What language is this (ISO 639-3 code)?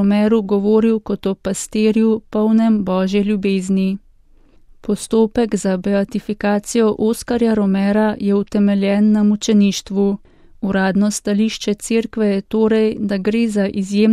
slv